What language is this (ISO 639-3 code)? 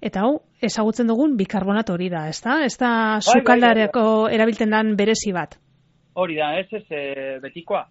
eus